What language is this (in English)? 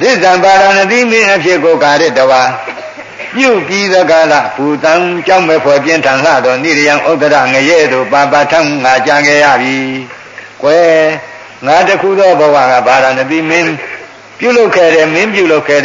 Burmese